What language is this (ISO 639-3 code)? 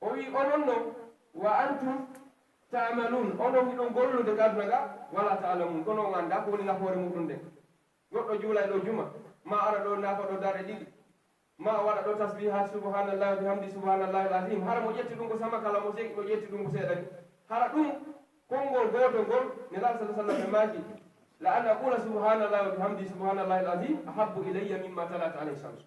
ful